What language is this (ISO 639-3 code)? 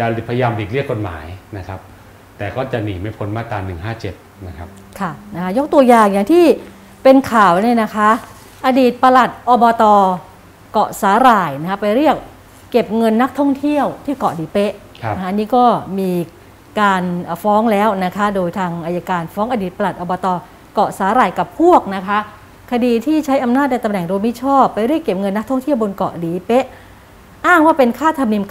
tha